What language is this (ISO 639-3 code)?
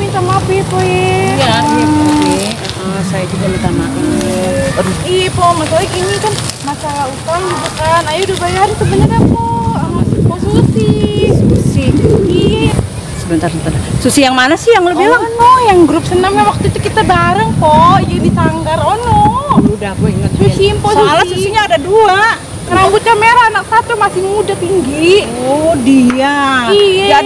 bew